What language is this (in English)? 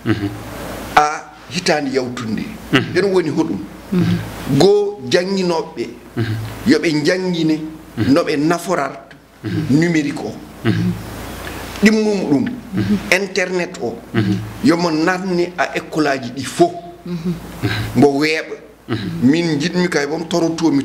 Fula